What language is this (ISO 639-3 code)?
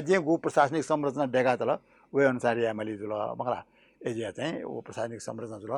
new